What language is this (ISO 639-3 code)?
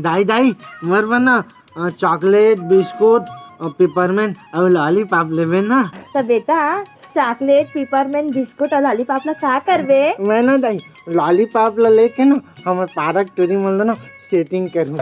hne